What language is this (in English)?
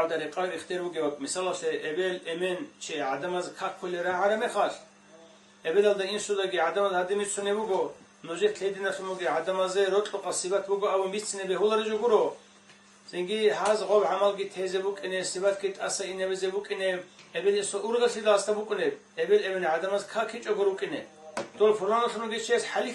Avaric